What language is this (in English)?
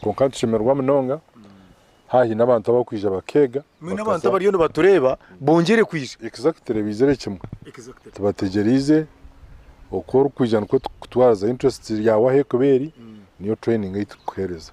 Nyankole